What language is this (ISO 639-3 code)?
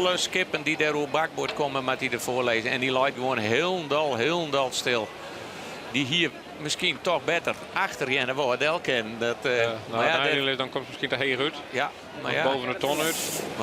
fry